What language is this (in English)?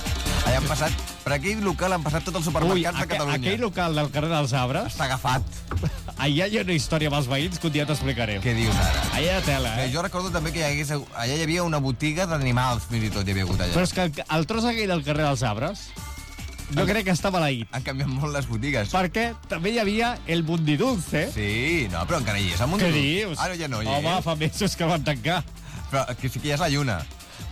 Catalan